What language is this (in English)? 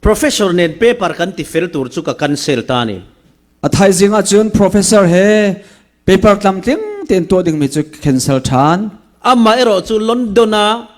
Falam Chin